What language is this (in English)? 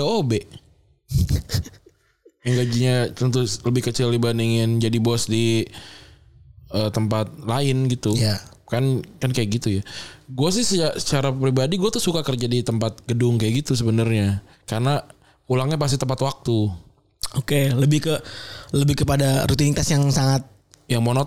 Indonesian